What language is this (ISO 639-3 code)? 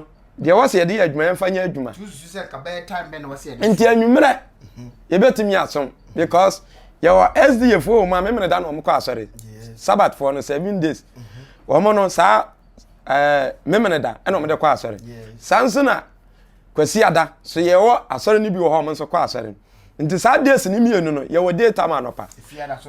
aka